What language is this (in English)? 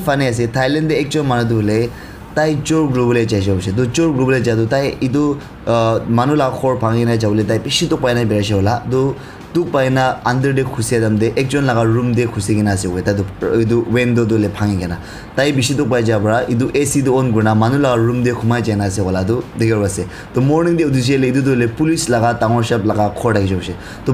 Naga Pidgin